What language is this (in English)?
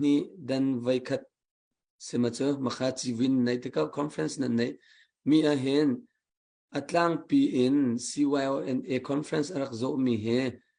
Hakha Chin